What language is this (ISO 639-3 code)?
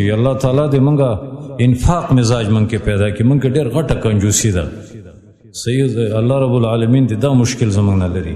pus